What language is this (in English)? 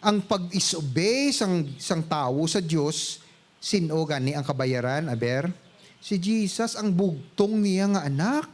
Hiligaynon